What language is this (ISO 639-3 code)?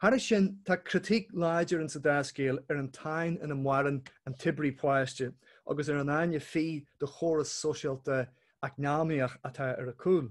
gle